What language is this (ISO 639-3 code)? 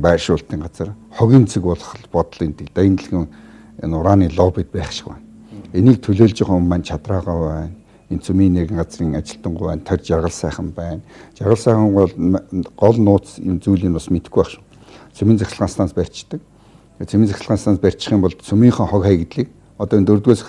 mon